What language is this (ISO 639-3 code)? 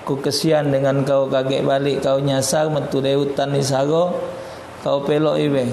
mui